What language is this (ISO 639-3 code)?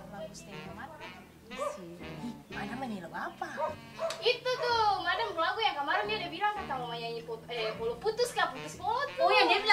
abs